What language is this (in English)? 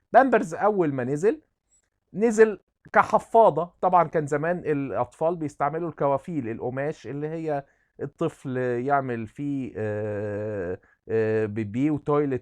Egyptian Arabic